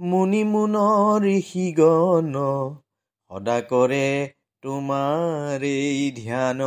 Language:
Assamese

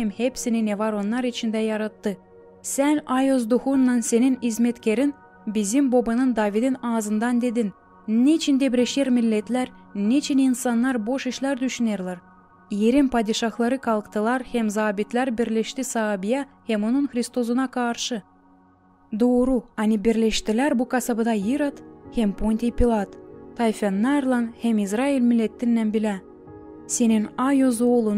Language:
Gagauz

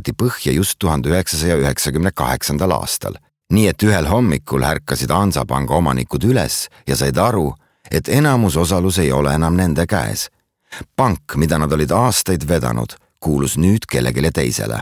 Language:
Estonian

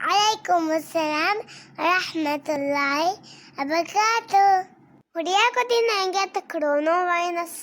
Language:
Divehi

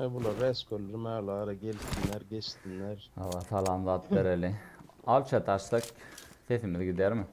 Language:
Turkmen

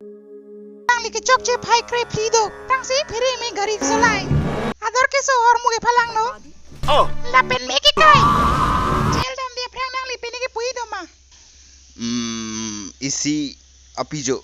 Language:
Karbi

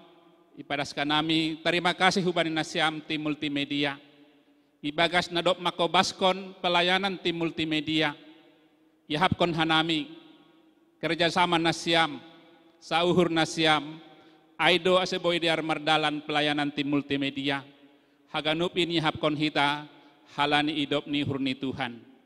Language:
Batak Simalungun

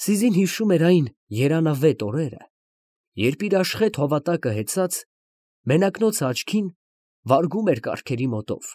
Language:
Armenian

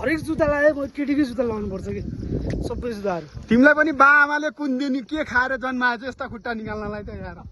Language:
Nepali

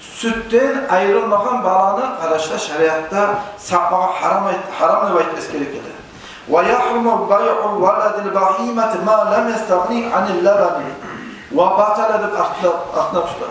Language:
Kumyk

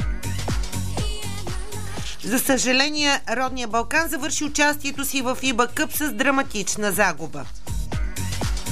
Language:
Bulgarian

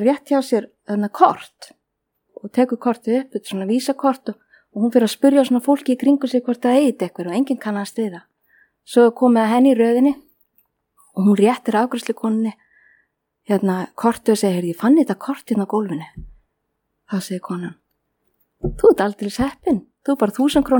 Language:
Icelandic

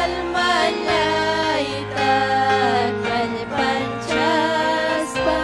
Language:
Ayacucho Quechua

